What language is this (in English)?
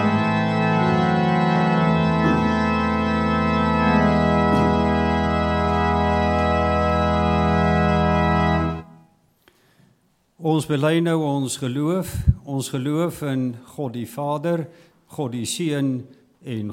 Afrikaans